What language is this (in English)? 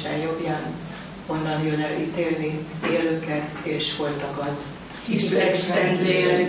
Hungarian